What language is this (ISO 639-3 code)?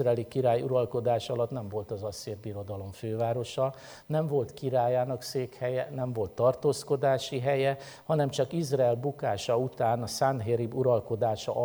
hun